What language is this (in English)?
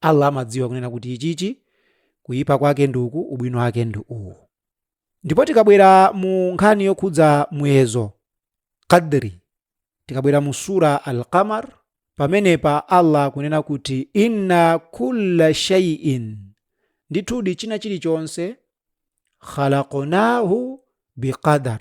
Nyanja